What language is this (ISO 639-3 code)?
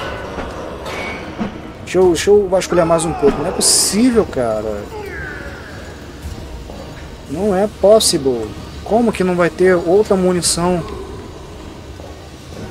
por